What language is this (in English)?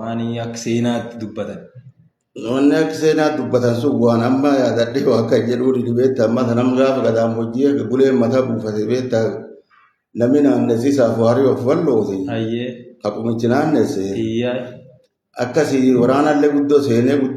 Oromo